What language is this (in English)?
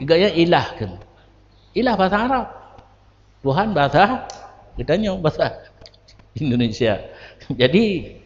Achinese